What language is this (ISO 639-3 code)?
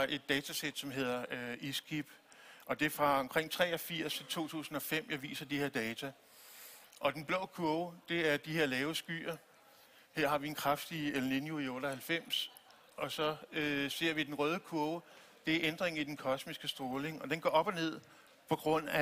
dan